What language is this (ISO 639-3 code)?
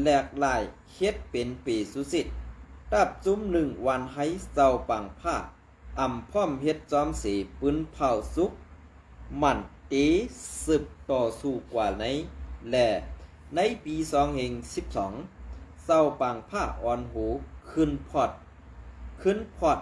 shn